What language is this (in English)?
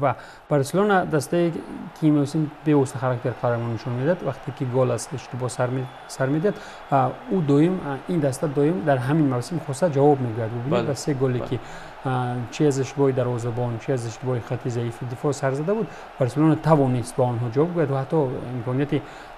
Tajik